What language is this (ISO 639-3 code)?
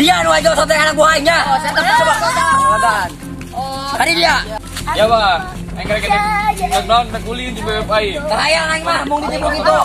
sun